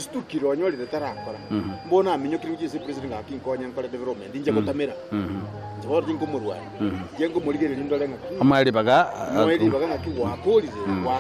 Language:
Gusii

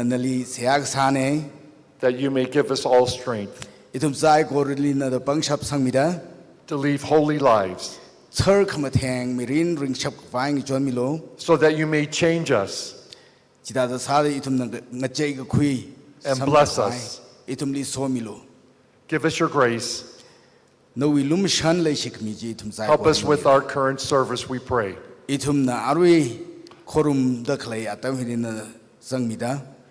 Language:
Tangkhul Naga (India)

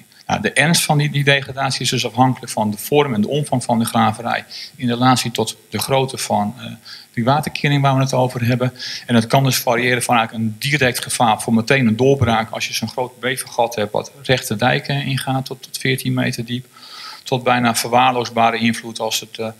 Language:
Dutch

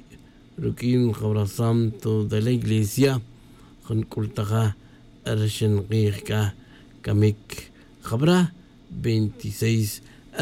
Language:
Tz'utujil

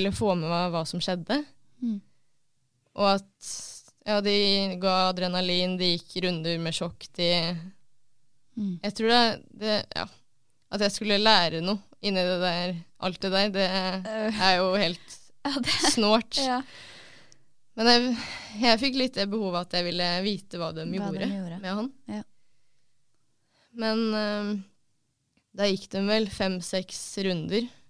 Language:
Norwegian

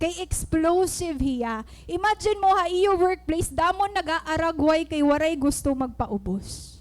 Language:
Waray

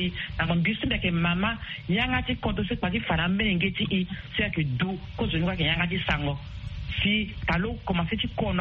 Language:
Sango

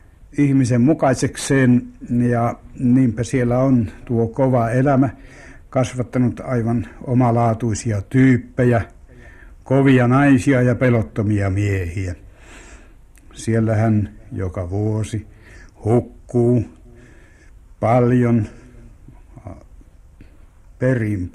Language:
Finnish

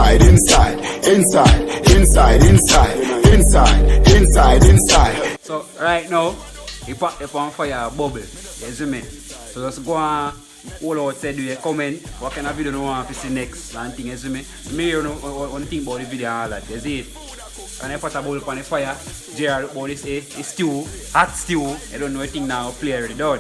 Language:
Jamaican Creole English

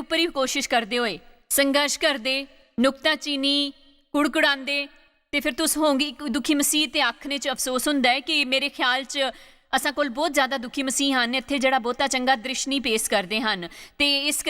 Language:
Dogri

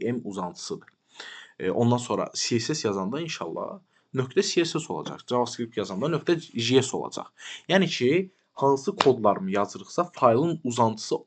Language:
Azerbaijani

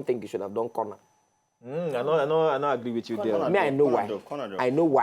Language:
Nigerian Pidgin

